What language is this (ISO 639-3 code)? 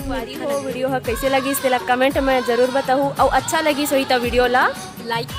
hne